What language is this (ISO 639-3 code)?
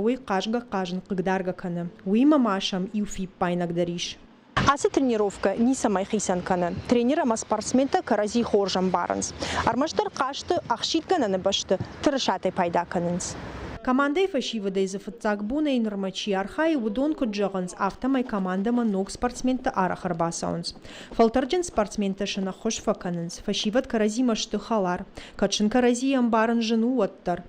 oss